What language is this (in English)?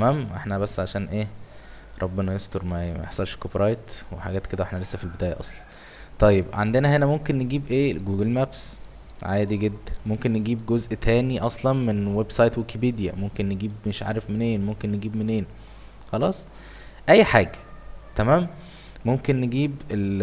Egyptian Arabic